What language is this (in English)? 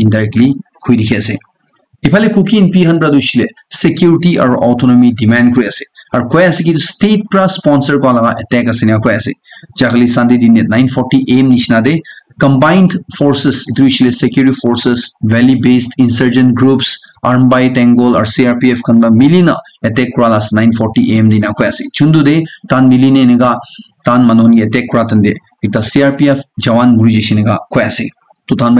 Naga Pidgin